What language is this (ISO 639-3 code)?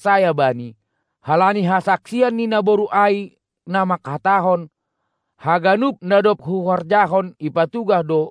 bts